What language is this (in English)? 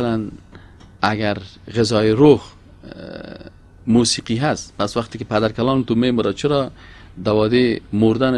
Persian